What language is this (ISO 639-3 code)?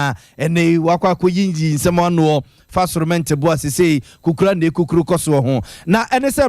aka